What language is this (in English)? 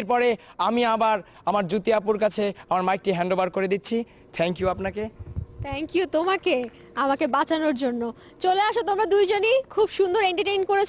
Bangla